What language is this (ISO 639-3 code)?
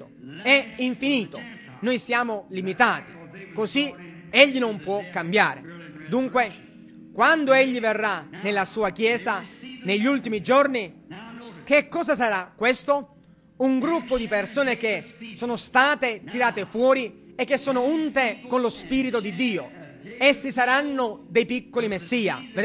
ita